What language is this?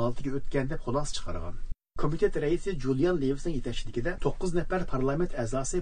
Uyghur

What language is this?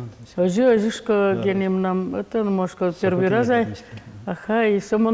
Udmurt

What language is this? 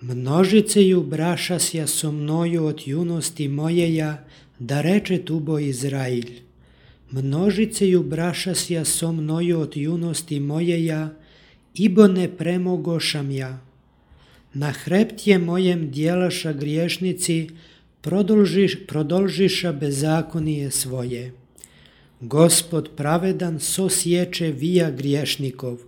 Serbian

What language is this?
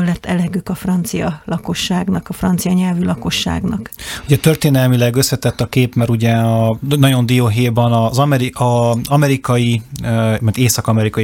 Hungarian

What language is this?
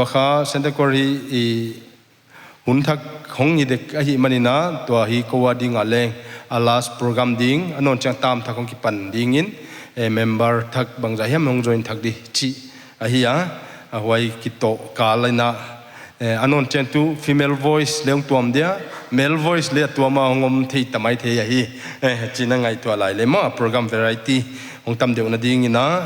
Paite Chin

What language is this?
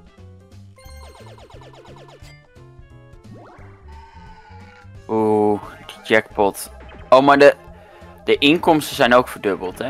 Dutch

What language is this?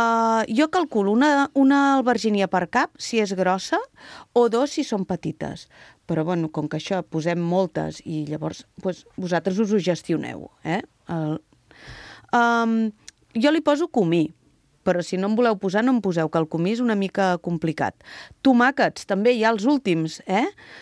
Catalan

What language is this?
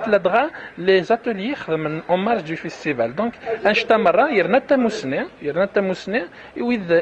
Kabyle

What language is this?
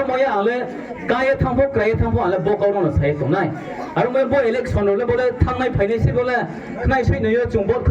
Riang (India)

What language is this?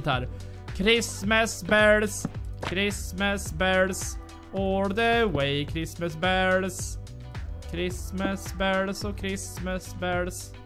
Swedish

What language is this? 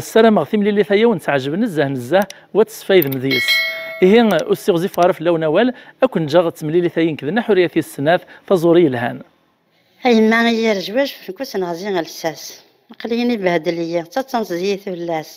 Kabyle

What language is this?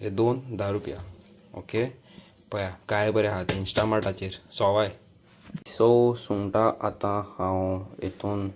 Konkani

